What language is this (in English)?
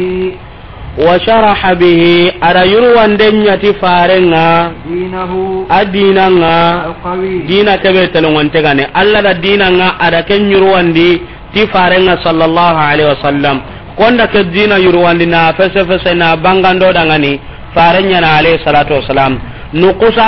Soninke